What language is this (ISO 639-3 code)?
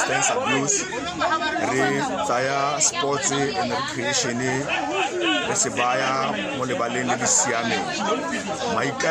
tsn